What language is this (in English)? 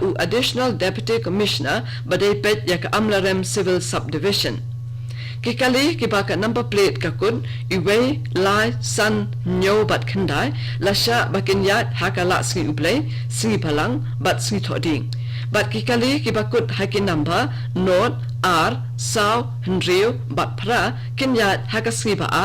Khasi